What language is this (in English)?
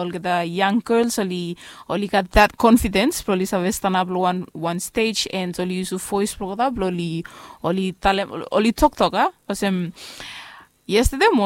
Bislama